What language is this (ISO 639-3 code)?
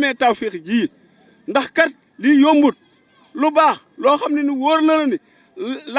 wol